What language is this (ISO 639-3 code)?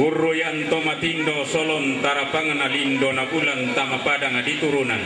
sda